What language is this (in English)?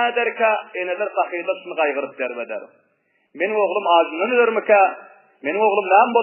Turkmen